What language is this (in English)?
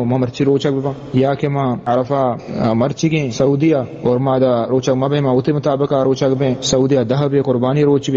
Baluchi